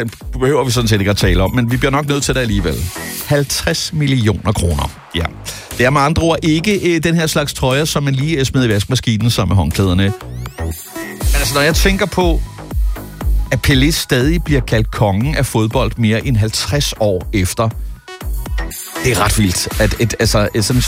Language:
Danish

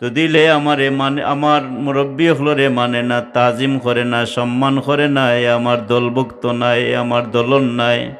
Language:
Sylheti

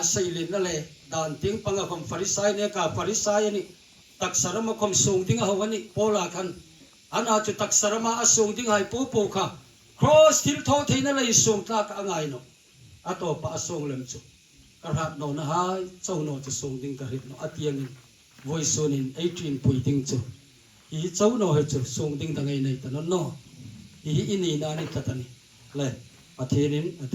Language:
Hmar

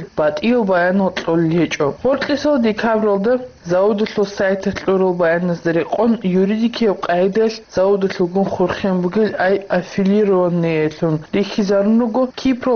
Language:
Avaric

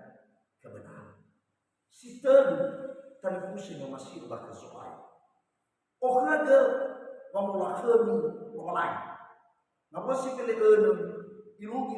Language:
Nias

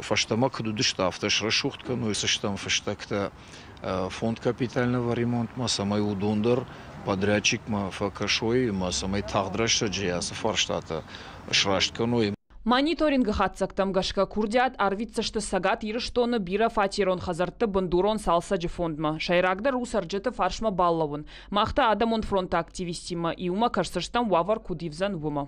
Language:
Ossetic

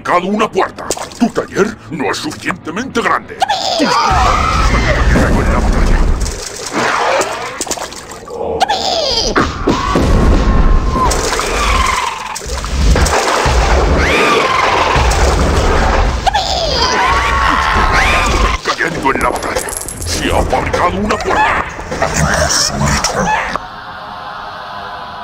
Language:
Spanish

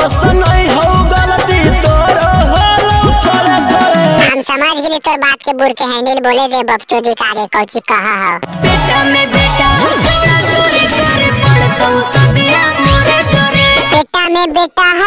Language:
Magahi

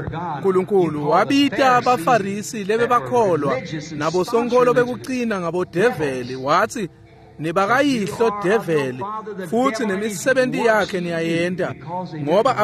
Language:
Swati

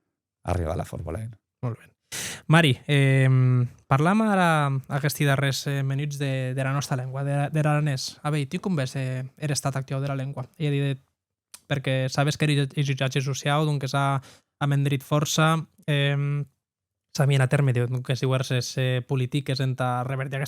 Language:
Occitan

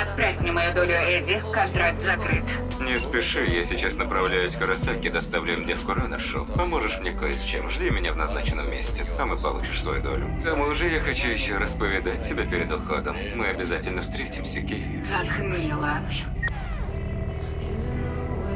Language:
Russian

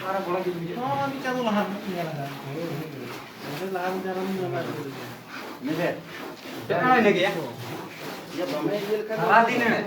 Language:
Santali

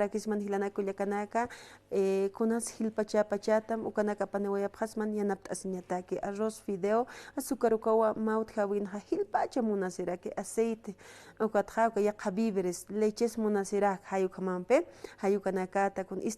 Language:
Aymara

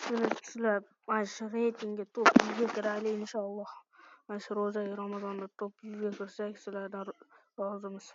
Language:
Uzbek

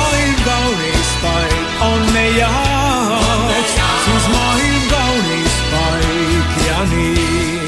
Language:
Estonian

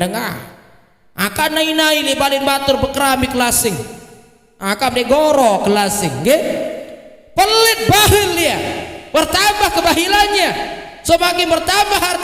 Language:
Sasak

